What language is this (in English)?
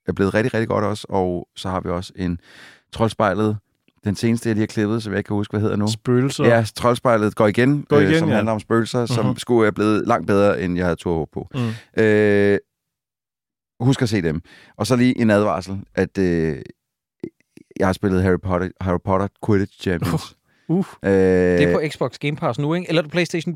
Danish